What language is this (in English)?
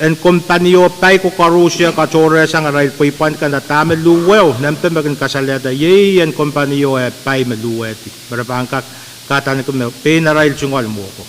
Pohnpeian